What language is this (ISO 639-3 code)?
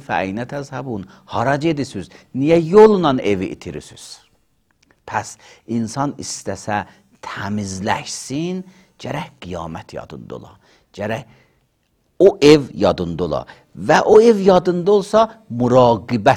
aze